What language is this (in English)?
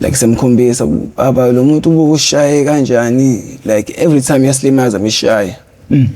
Zulu